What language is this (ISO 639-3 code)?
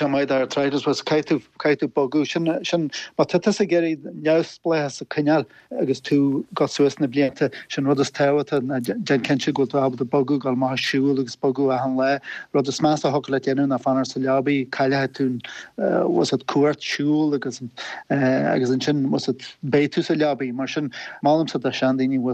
gle